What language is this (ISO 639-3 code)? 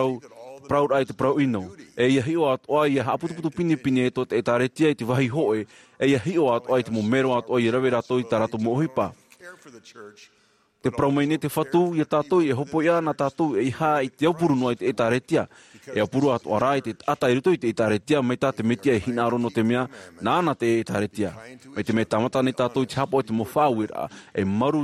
tah